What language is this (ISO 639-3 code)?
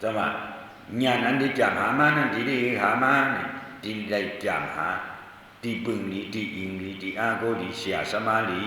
shn